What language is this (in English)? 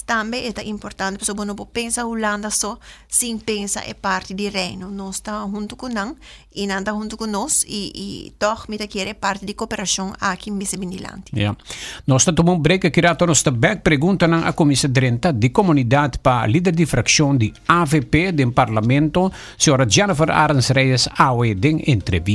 Papiamento